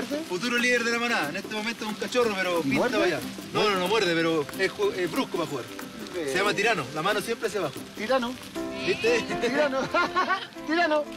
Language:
Spanish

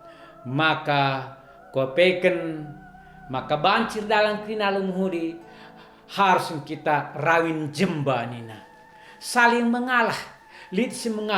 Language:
Batak Karo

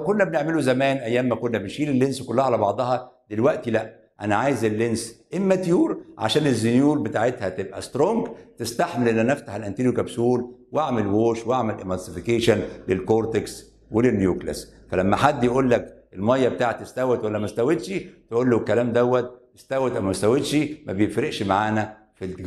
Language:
Egyptian Arabic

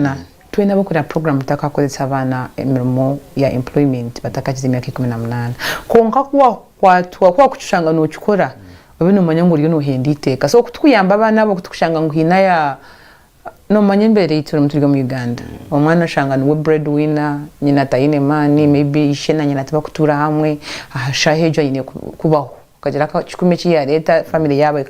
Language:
Nyankole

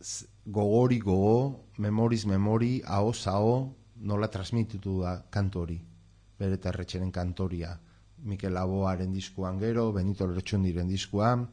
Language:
Basque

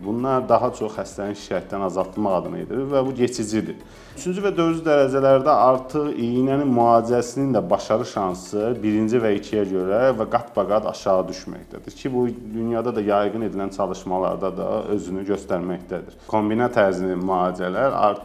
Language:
Azerbaijani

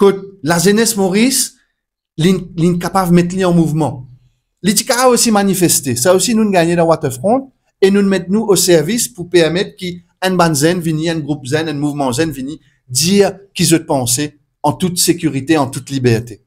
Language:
Morisyen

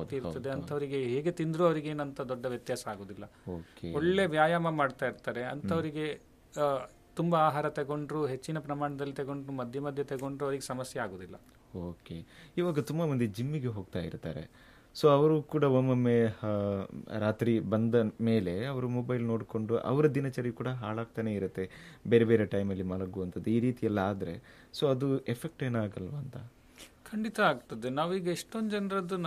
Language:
Kannada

